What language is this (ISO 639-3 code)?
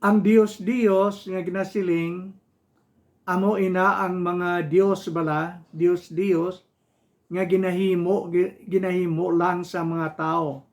hil